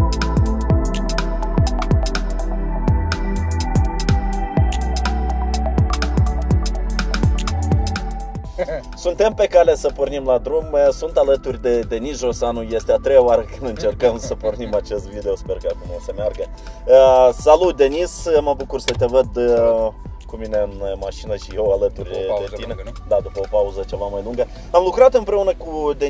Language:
Romanian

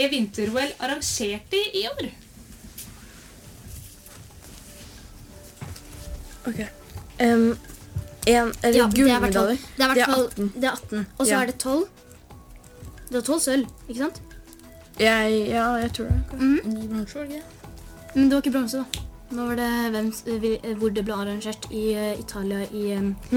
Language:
Norwegian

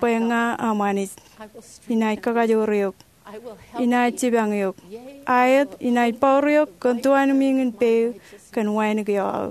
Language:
Marshallese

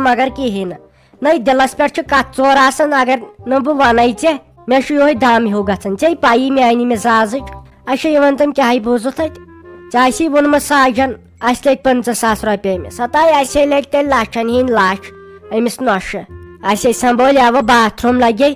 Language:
Kashmiri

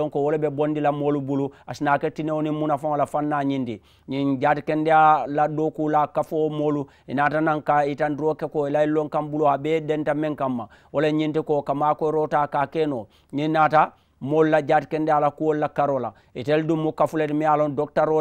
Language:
Mandingo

